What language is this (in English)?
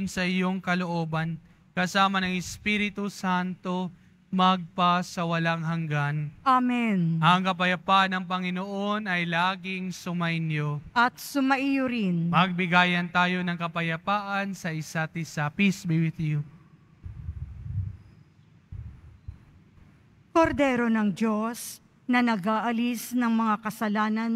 Filipino